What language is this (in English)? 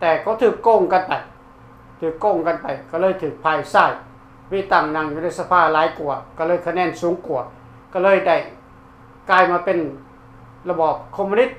Lao